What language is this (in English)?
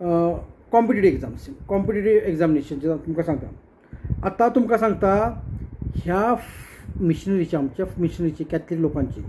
Konkani